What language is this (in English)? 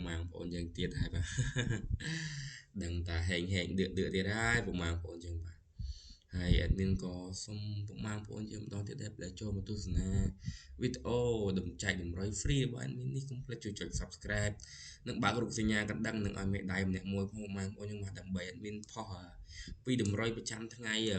Khmer